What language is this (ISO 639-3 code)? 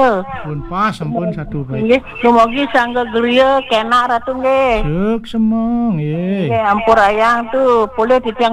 ban